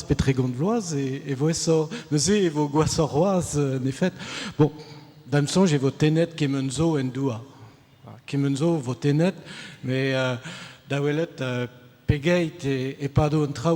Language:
Breton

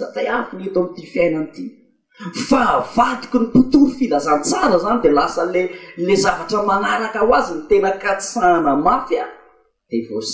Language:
Malagasy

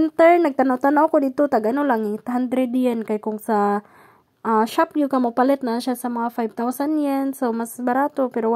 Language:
Cebuano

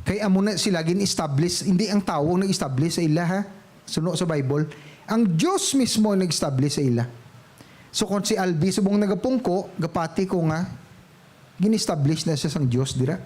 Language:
Hiligaynon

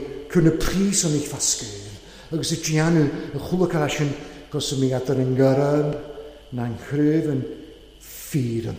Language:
Welsh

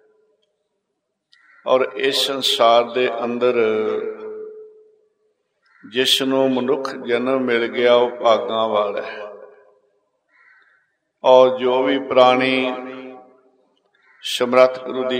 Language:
Punjabi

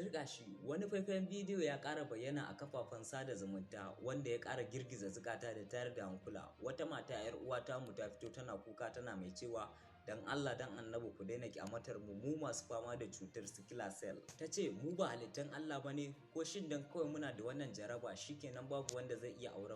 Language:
Hausa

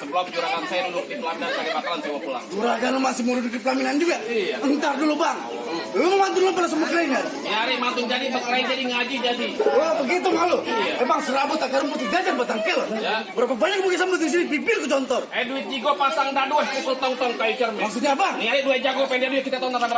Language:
Betawi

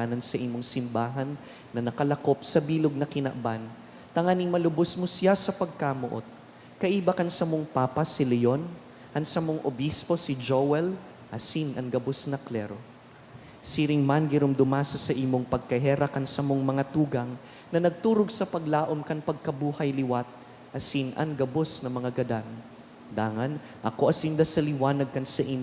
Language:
Bikol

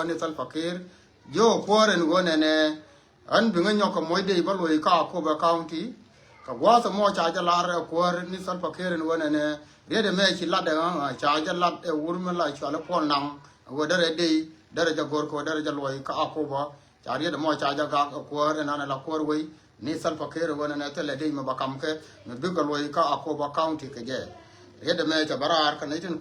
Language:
Nuer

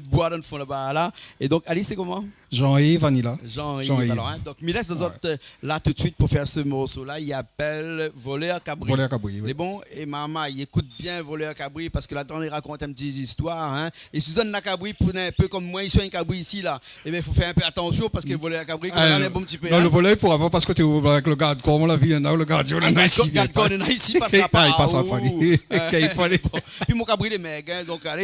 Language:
Réunion Creole French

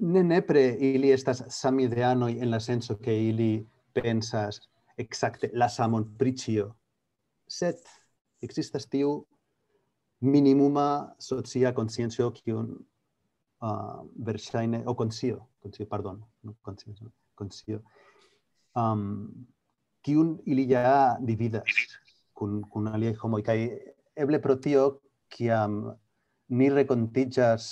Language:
Esperanto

